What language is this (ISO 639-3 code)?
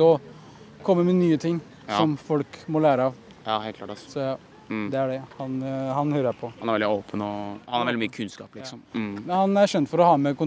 nor